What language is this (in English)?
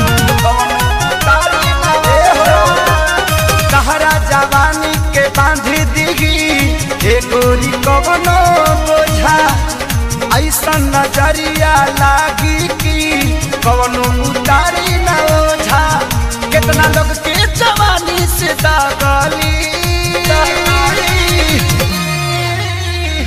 Bhojpuri